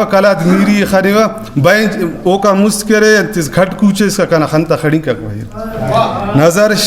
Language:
Brahui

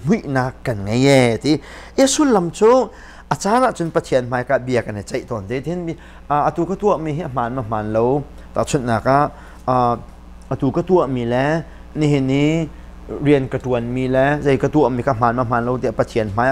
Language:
Hakha Chin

